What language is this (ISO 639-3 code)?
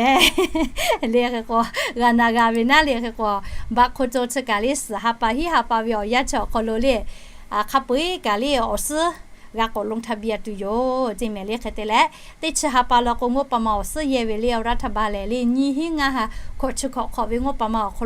lhu